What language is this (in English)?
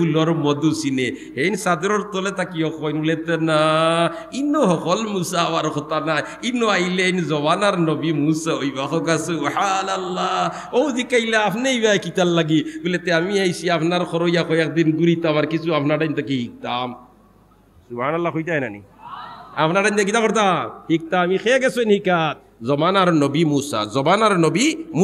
Sylheti